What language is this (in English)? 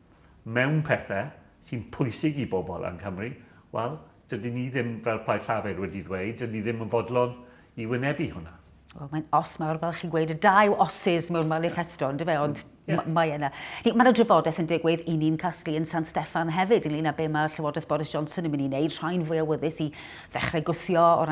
Welsh